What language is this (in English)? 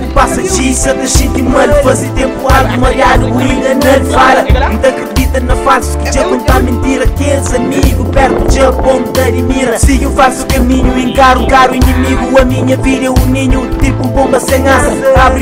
Kabuverdianu